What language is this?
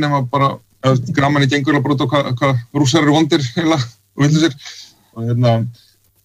Icelandic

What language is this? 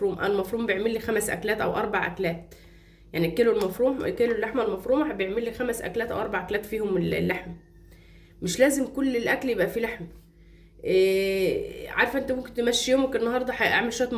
Egyptian Arabic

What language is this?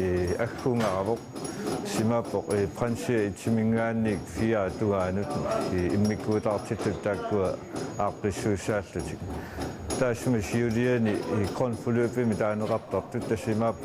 Kalaallisut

